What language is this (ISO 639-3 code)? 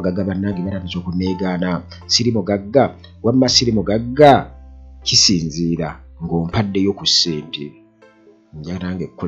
lug